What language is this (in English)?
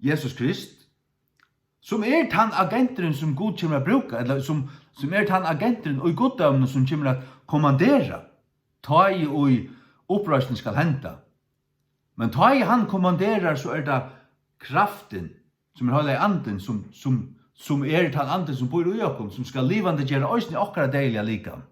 Faroese